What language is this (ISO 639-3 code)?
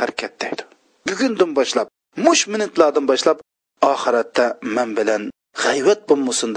uig